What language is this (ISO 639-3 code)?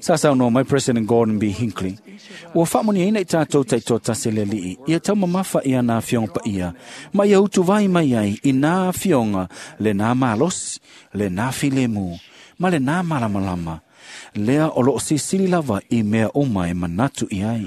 smo